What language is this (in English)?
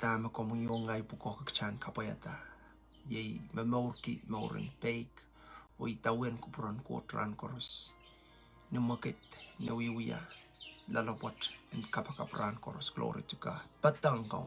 Pohnpeian